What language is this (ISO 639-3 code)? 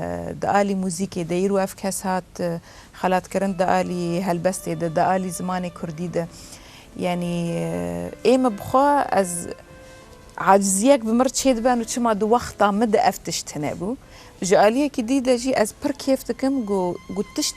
kur